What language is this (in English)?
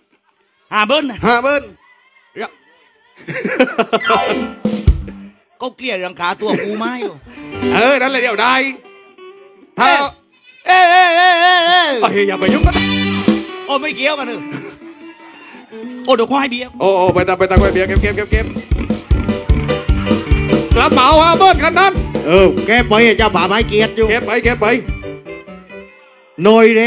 Thai